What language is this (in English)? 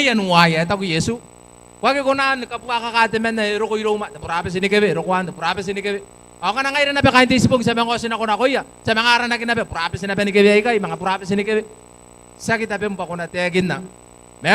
Gilbertese